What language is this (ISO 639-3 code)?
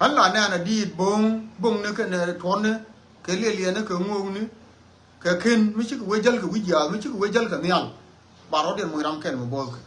nus